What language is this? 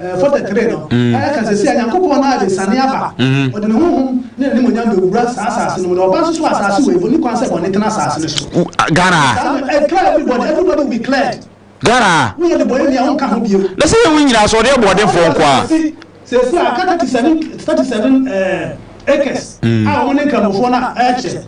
Akan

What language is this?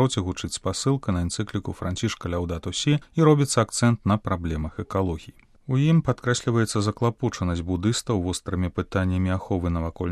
Belarusian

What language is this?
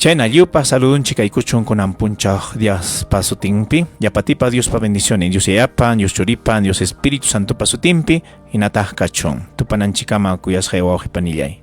Ayacucho Quechua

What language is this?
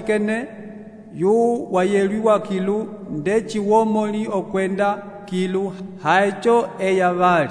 Umbundu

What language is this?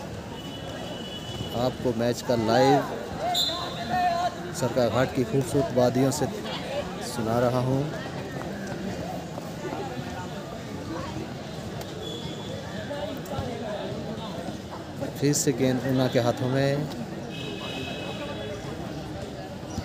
Hindi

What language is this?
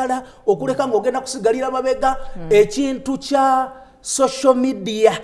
Ganda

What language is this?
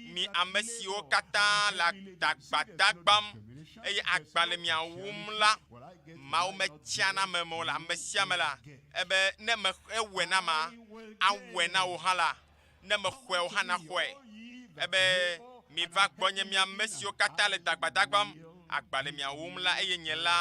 Ewe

